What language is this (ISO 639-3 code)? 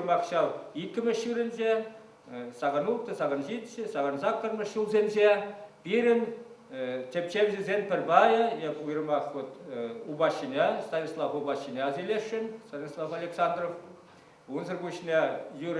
chv